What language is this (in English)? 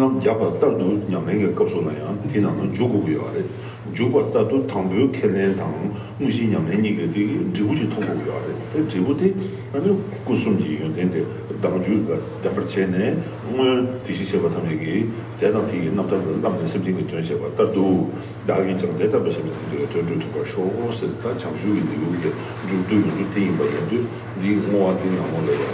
Tibetan